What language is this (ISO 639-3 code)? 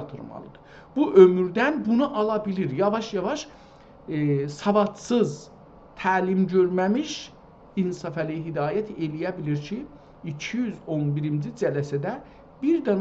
azb